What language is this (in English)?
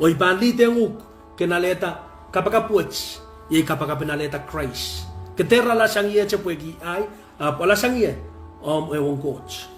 Pohnpeian